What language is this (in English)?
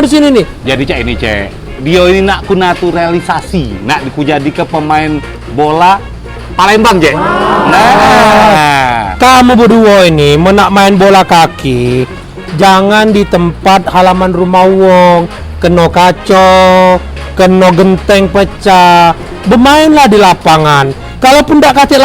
Musi